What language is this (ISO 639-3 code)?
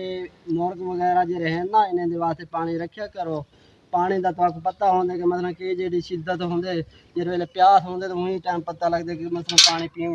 skr